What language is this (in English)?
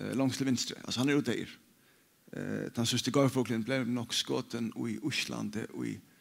Faroese